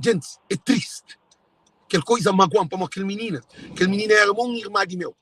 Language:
Kabuverdianu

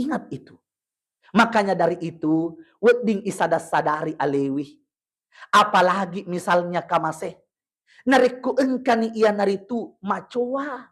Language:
Buginese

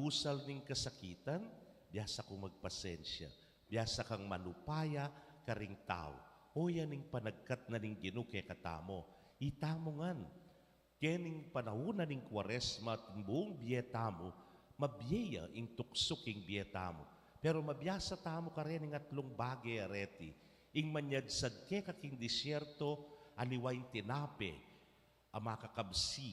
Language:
Pampanga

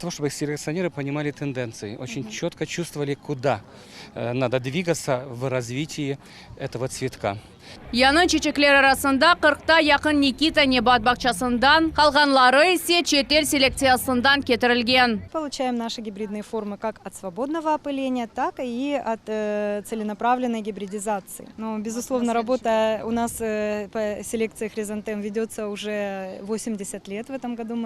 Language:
Crimean Tatar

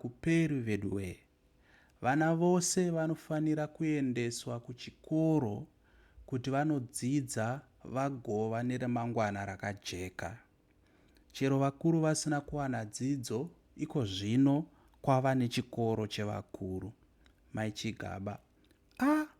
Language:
Shona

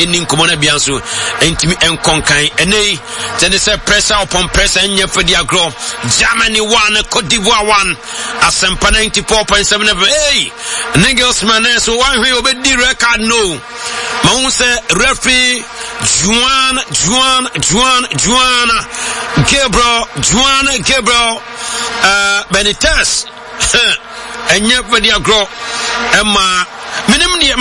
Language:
English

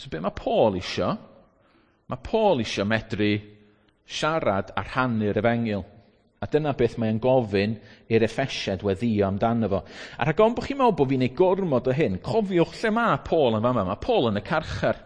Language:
Welsh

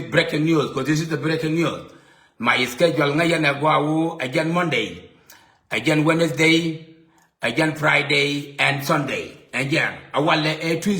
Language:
Nuer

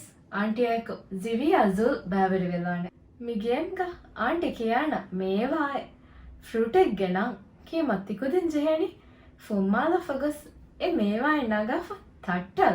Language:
Divehi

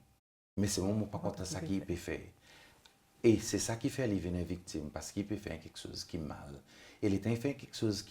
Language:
Seselwa Creole French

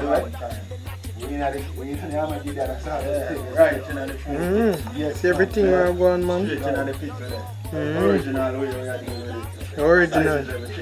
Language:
Jamaican Creole English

